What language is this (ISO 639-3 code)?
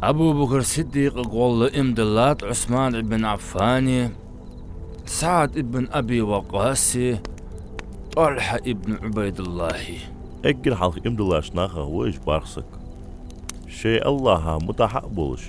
inh